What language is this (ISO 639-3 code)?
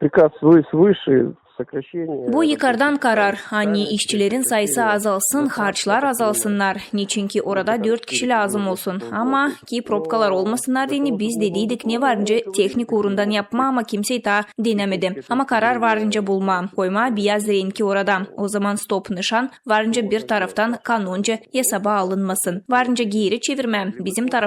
gag